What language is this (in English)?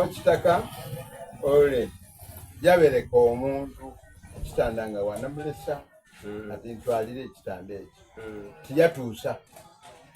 Soga